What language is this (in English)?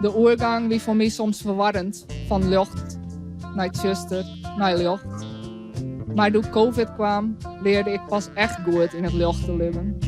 Western Frisian